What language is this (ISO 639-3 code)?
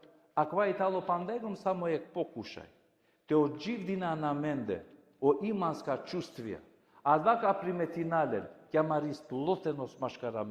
rmn